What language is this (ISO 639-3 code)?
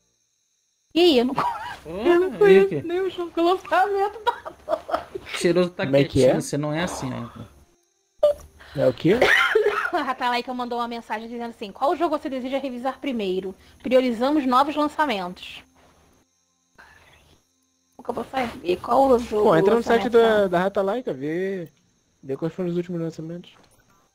por